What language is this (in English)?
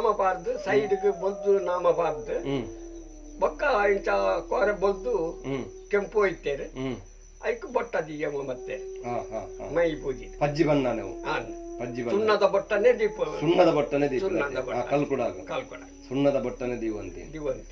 Tulu